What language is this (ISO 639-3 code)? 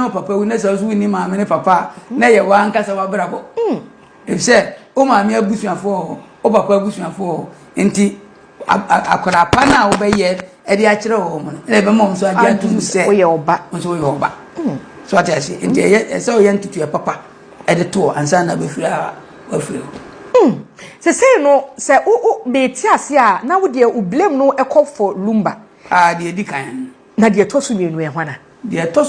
aka